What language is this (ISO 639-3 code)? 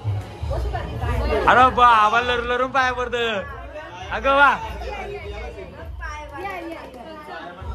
mar